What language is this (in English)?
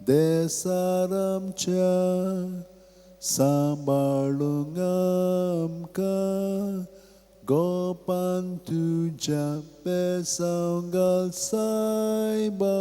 Konkani